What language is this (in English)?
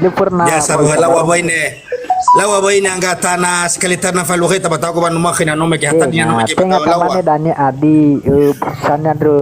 Nias